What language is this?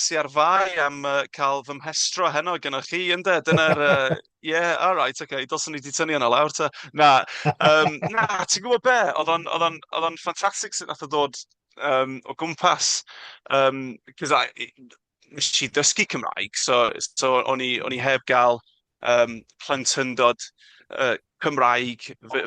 Welsh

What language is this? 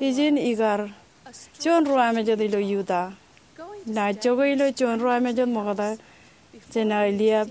Marshallese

